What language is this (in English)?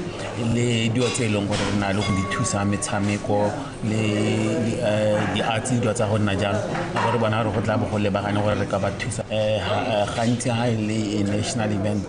Tswana